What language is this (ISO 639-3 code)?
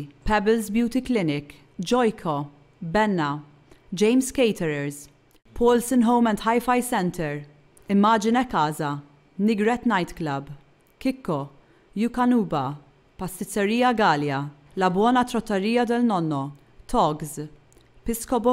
mlt